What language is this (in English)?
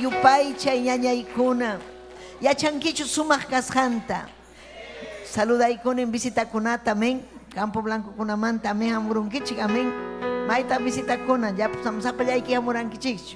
Ayacucho Quechua